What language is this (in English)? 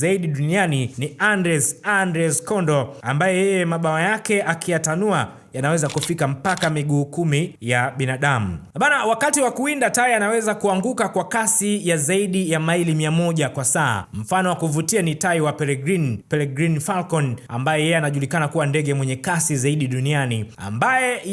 Swahili